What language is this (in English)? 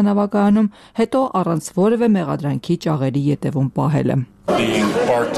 Armenian